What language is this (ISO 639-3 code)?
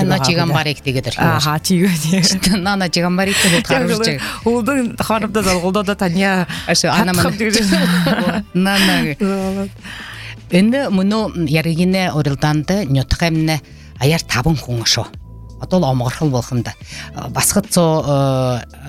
bua